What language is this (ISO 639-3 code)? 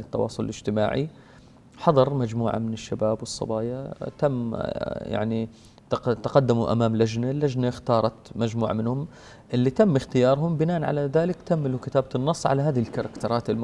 ajp